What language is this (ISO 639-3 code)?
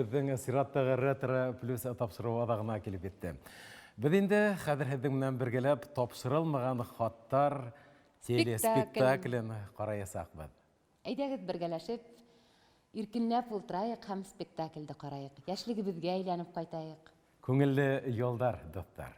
bak